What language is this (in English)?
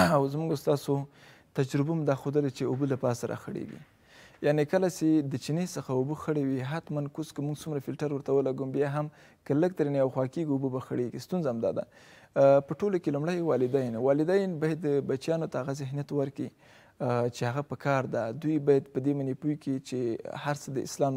Pashto